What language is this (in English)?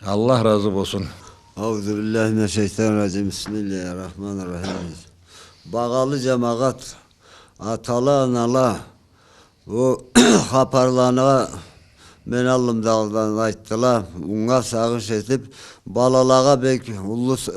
Karachay-Balkar